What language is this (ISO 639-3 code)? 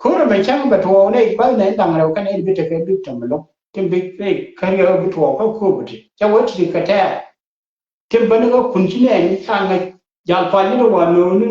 nus